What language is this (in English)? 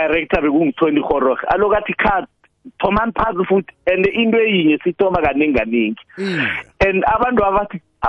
South Ndebele